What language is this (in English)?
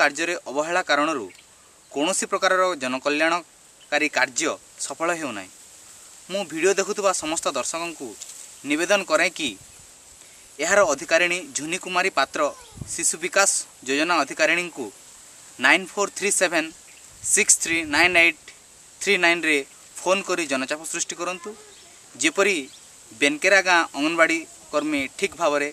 Odia